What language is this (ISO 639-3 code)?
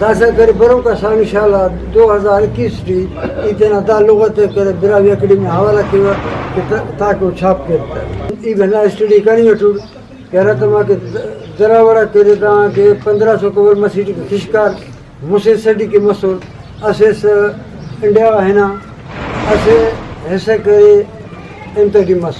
brh